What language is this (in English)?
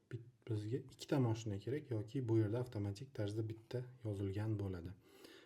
Uzbek